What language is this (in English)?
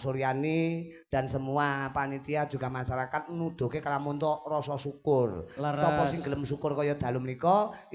Javanese